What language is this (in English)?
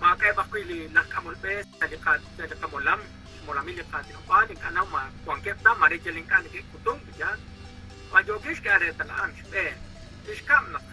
Kekchí